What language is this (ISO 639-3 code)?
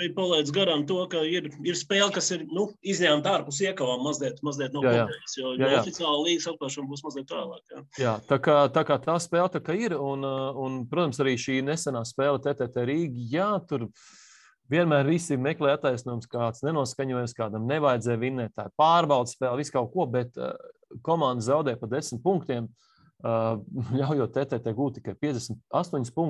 lav